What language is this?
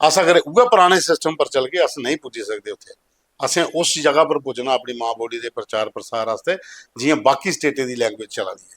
Dogri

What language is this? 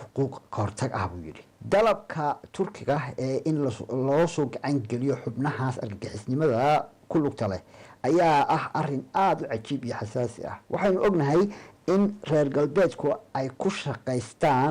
Somali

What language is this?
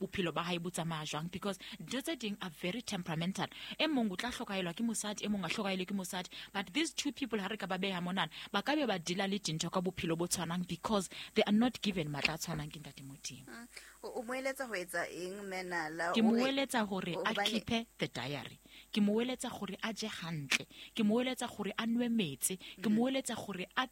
Southern Sotho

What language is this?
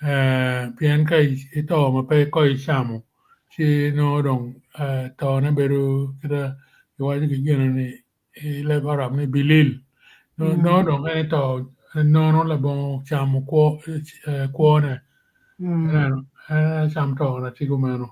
Acoli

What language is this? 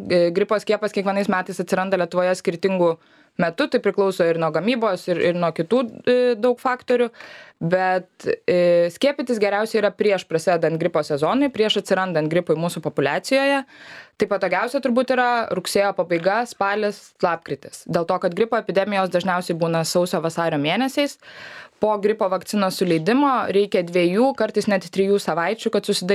Lithuanian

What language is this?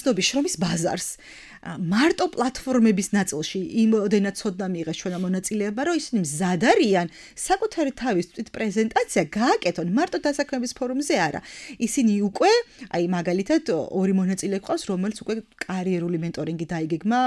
Georgian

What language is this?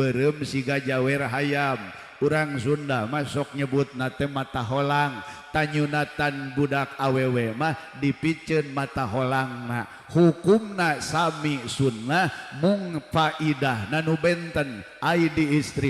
Sundanese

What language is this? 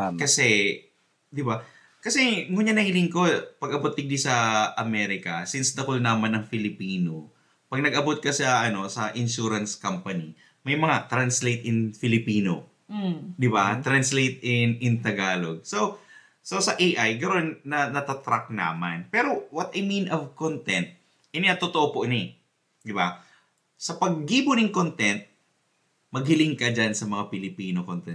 Bikol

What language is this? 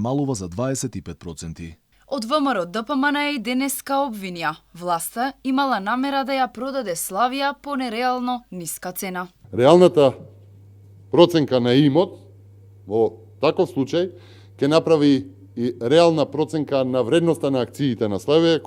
Macedonian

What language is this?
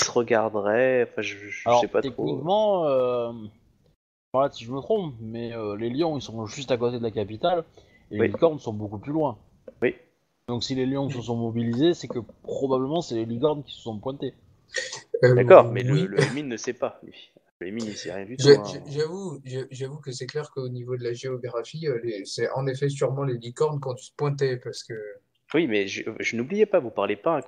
French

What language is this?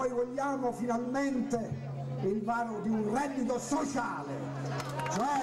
Italian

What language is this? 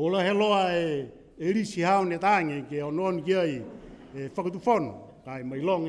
Niuean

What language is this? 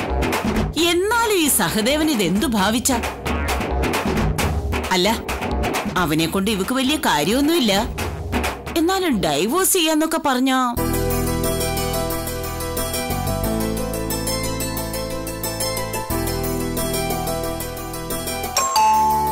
Malayalam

